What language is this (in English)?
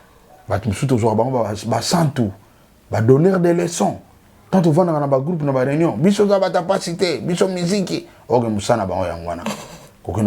Lingala